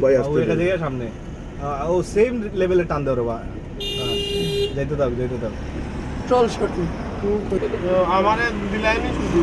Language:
Sylheti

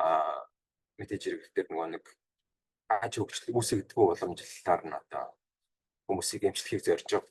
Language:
Mongolian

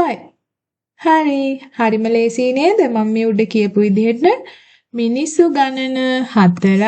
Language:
Sinhala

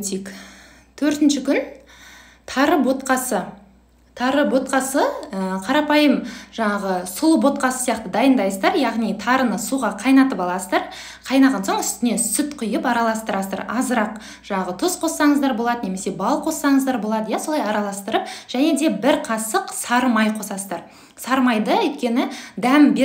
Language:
Kazakh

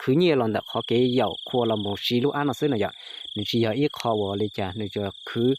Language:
Hmong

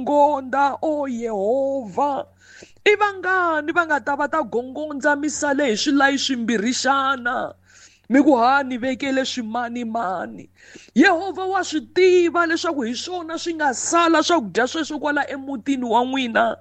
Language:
Tsonga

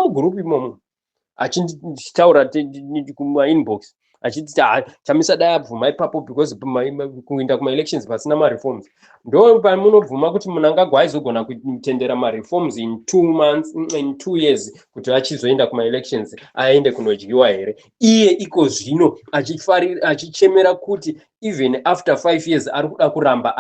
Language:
Shona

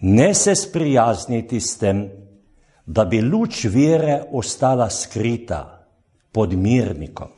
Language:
Slovenian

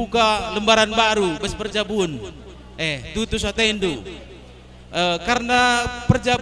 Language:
Batak Karo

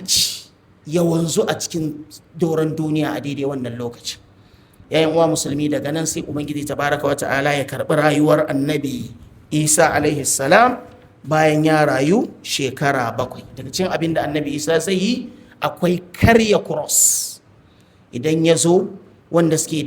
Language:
Hausa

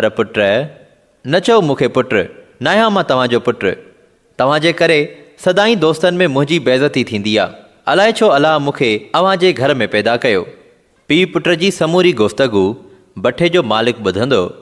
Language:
Sindhi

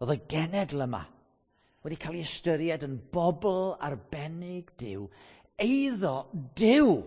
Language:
Welsh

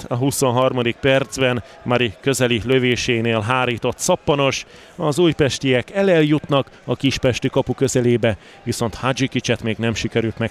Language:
Hungarian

